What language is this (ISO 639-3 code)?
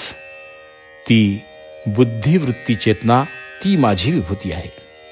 mar